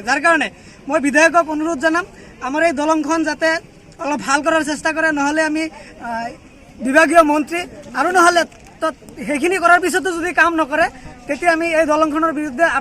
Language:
Assamese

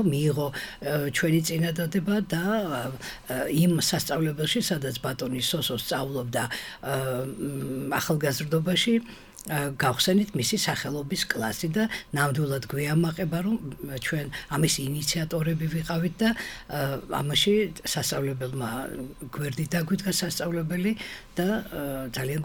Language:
Georgian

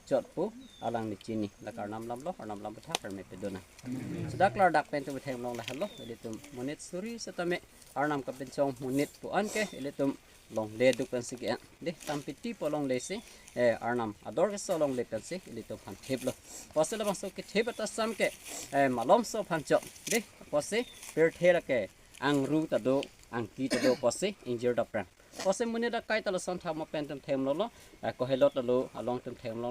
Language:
Karbi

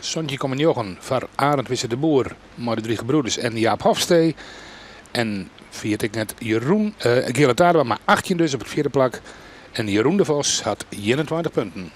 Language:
Western Frisian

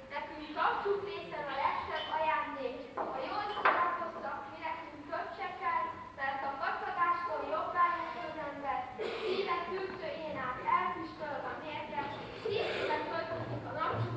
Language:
Hungarian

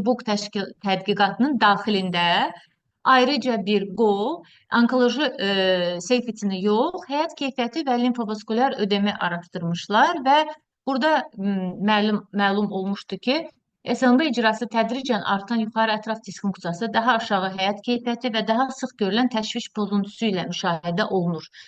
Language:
Azerbaijani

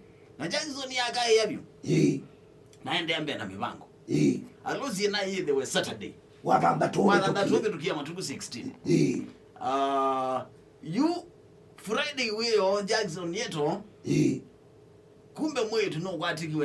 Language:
Kamba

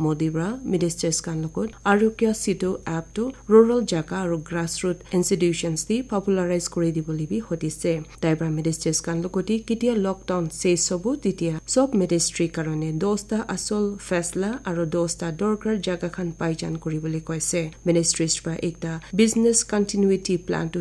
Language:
Naga Pidgin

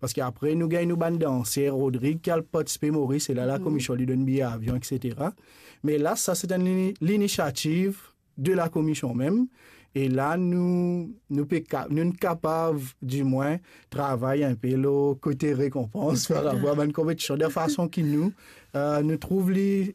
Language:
Morisyen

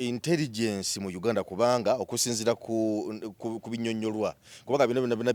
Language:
Ganda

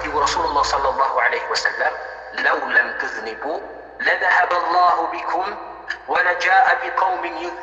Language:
Maranao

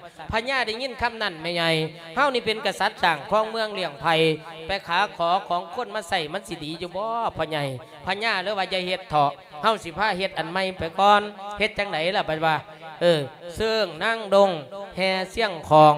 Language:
Lao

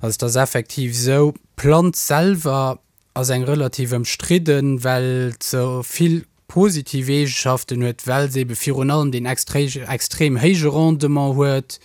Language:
Luxembourgish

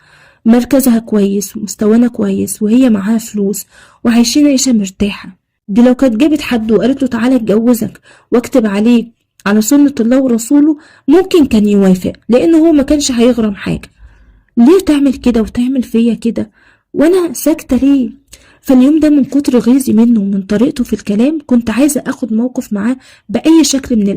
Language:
Egyptian Arabic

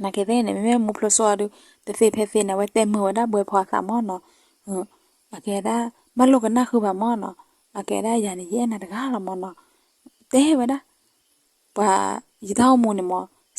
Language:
S'gaw Karen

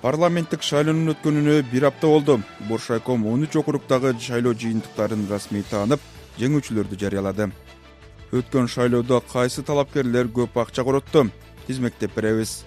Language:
Kyrgyz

